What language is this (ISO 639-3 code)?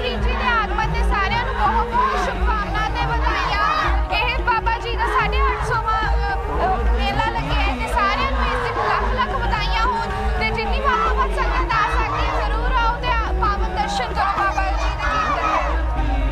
pan